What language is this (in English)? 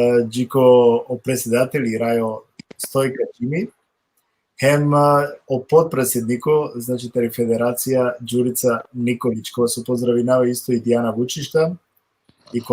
Balkan Romani